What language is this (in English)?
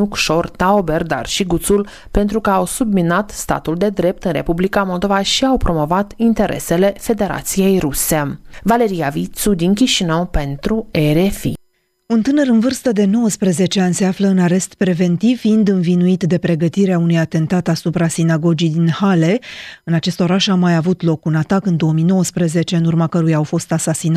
Romanian